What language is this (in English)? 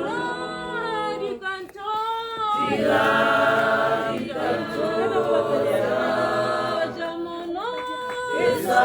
Tswana